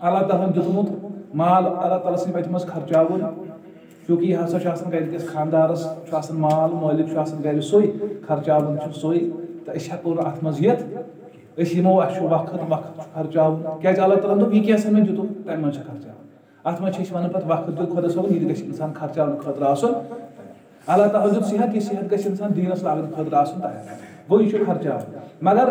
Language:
Kashmiri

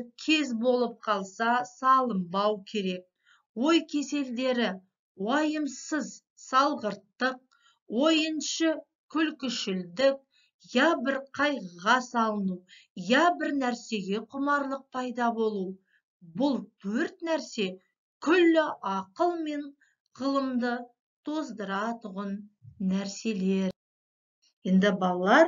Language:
Kazakh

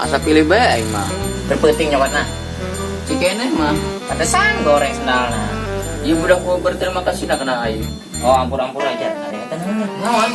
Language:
Sundanese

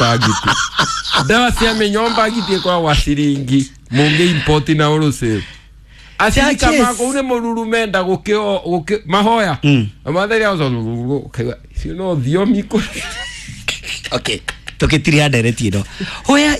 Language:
Kikuyu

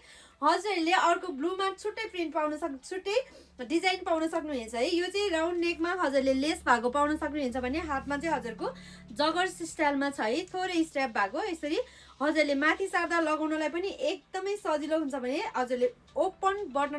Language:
Nepali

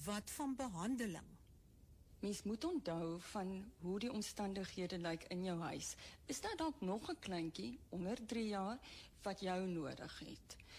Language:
Afrikaans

